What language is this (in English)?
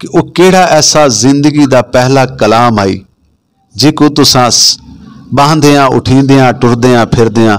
Saraiki